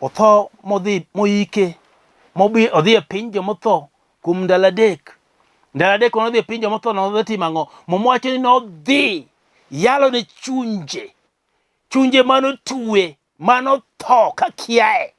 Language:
Luo (Kenya and Tanzania)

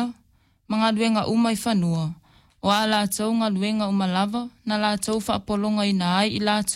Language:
Samoan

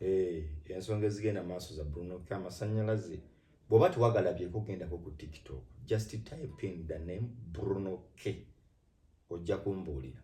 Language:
Ganda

